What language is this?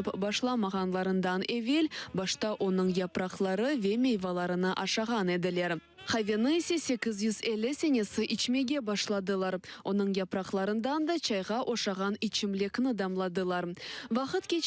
Crimean Tatar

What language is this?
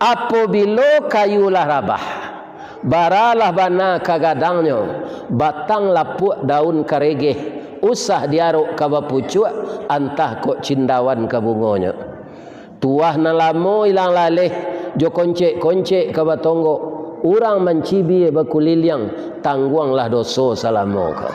Minangkabau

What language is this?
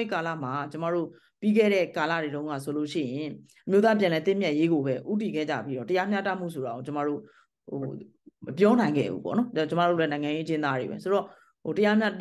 Burmese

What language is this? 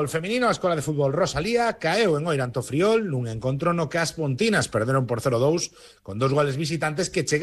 Galician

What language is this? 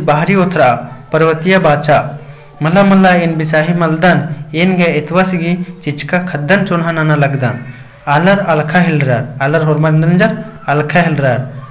Kurukh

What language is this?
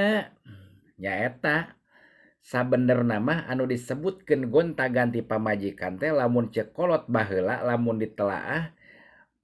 Sundanese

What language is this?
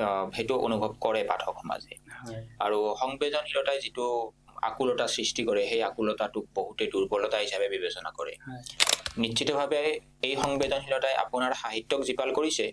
Assamese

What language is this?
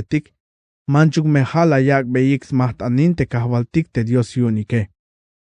Tzeltal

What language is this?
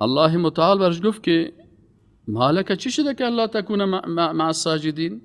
Persian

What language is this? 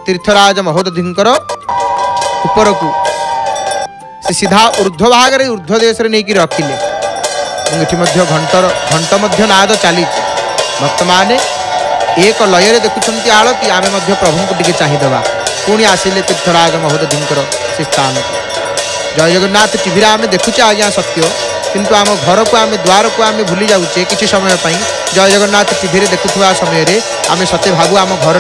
Odia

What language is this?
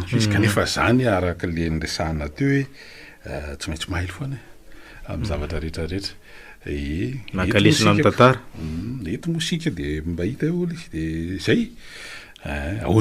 Malagasy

